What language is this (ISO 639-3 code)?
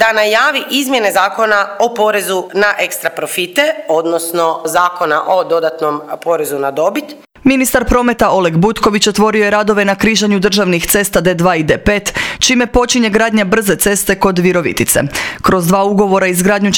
hrv